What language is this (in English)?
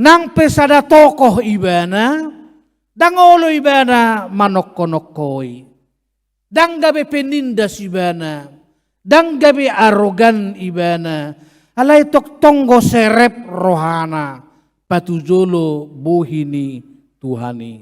Batak Toba